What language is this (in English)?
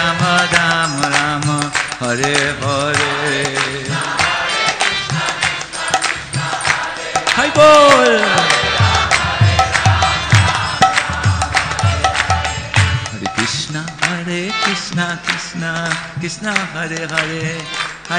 Hindi